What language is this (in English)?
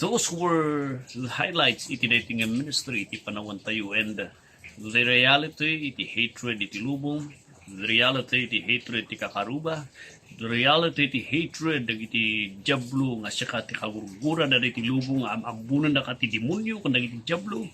Iloko